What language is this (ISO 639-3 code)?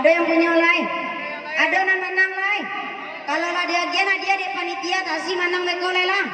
min